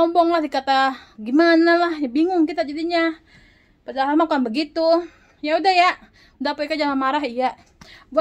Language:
Betawi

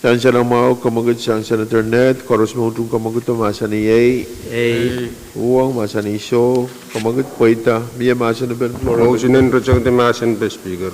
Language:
Pohnpeian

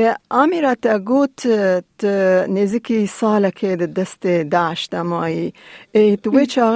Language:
Kurdish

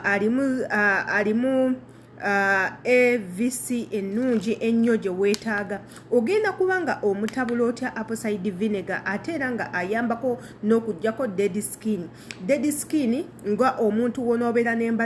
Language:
Ganda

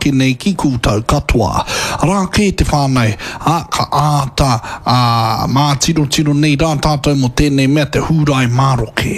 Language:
Māori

